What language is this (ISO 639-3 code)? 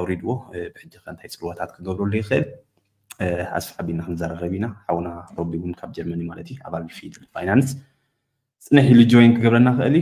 tir